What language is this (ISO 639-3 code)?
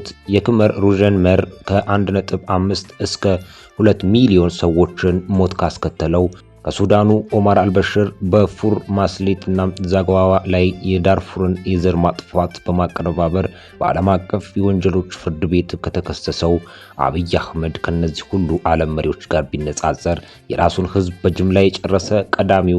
amh